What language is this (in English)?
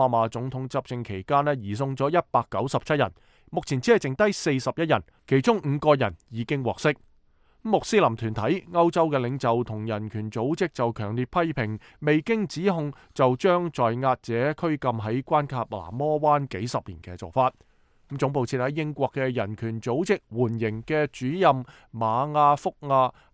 Cantonese